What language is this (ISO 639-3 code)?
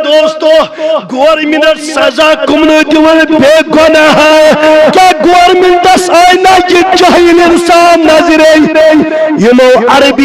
kas